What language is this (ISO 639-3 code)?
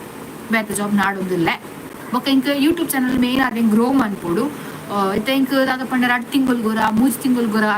tcy